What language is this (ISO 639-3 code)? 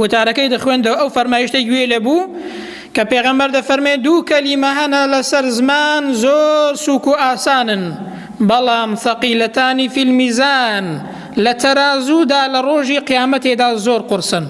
ckb